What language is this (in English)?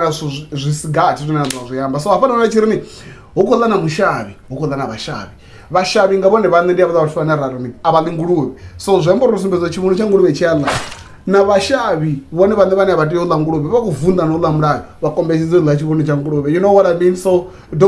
Venda